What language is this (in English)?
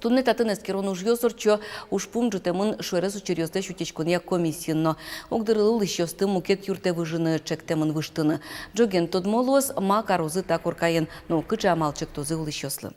Udmurt